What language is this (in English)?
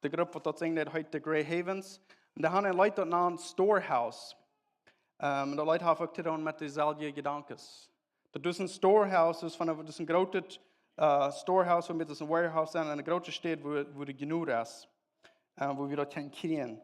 Plautdietsch